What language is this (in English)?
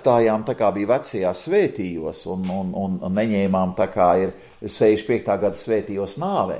Latvian